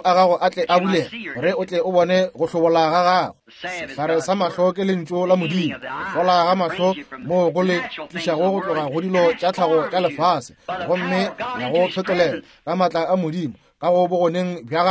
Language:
Northern Sotho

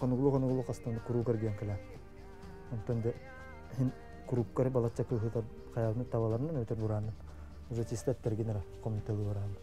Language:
Yakut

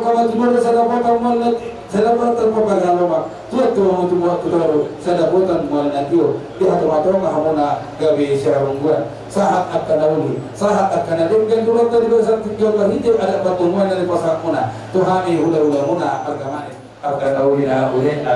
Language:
Batak Toba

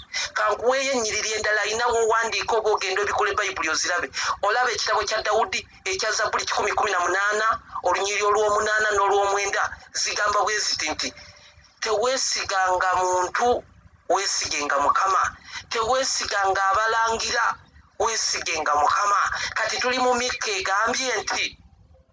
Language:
Ganda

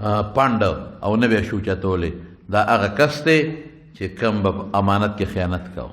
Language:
Pashto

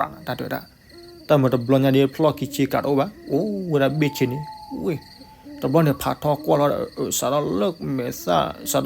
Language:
S'gaw Karen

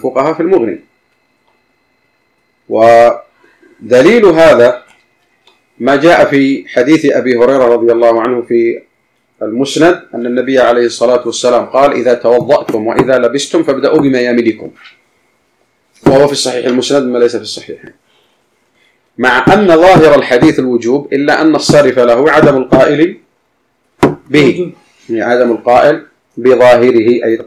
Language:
Arabic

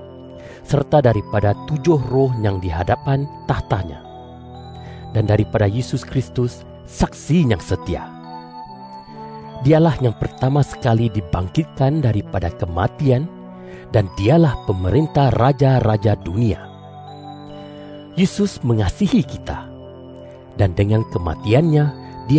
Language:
Malay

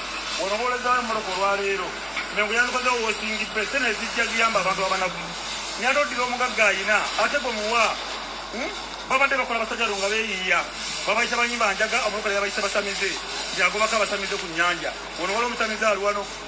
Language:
Ganda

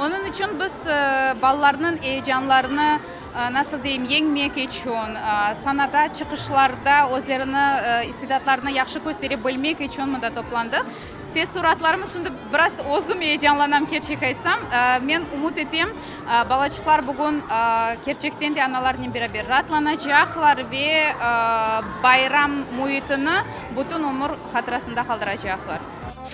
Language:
Crimean Tatar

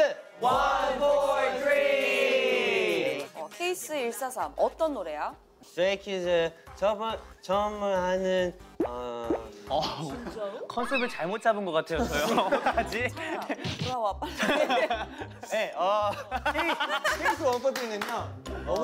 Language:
Korean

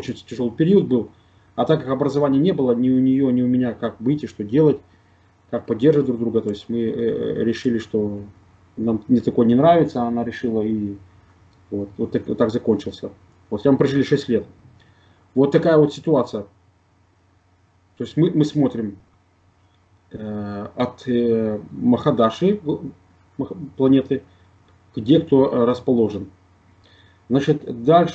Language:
Russian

